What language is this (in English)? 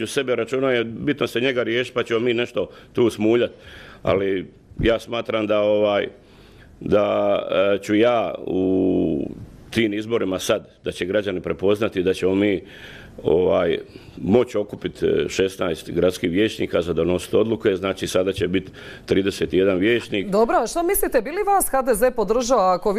Croatian